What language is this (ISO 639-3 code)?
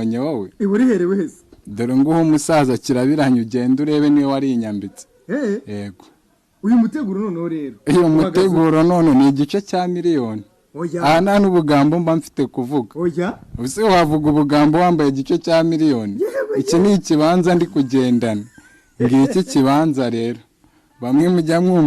kin